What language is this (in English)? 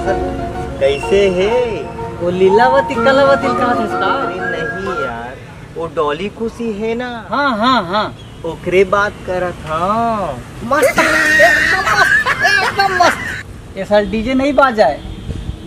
Chhattisgarhi